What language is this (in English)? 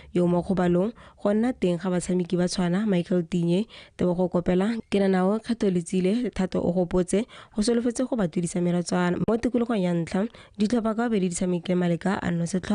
Tswana